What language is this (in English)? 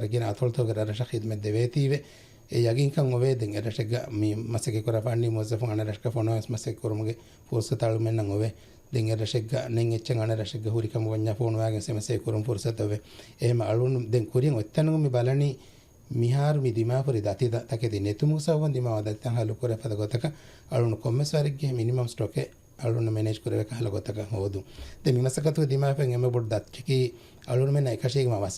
Divehi